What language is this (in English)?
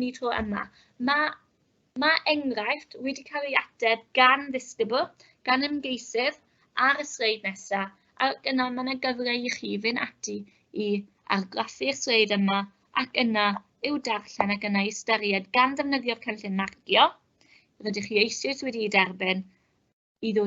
Welsh